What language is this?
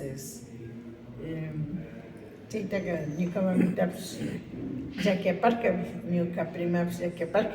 Imbabura Highland Quichua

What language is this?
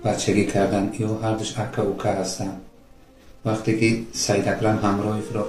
Tajik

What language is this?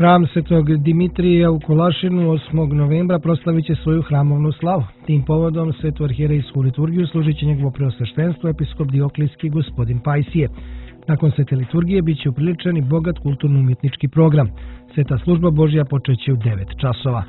Serbian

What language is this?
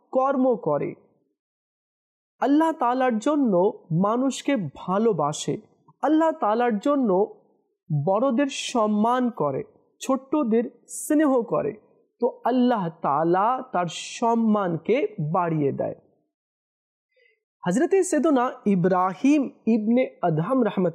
Bangla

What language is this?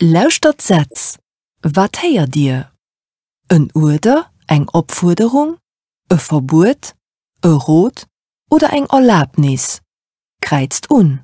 Luxembourgish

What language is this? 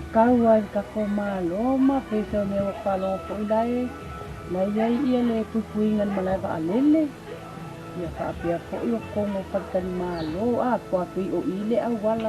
Samoan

